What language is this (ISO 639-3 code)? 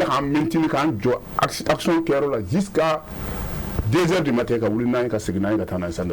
bam